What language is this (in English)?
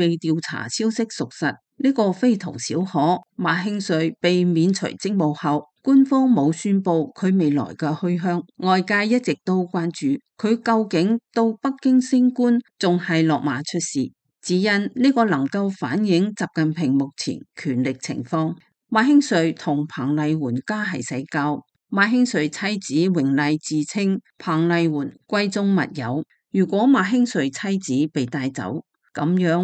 Cantonese